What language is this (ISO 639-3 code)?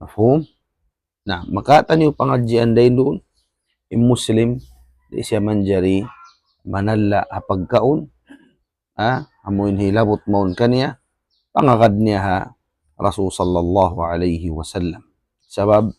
tsg